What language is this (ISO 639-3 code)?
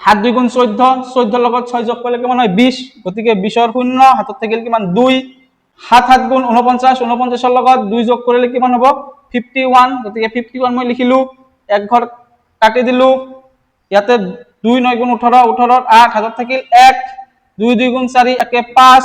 asm